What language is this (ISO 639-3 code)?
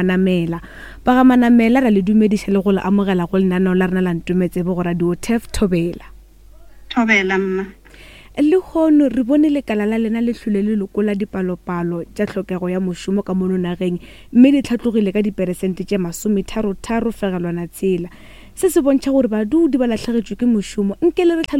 nso